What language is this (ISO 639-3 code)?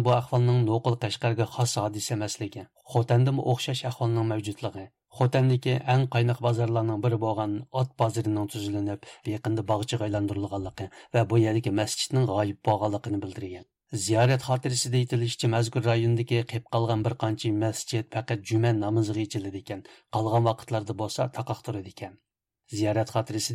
uig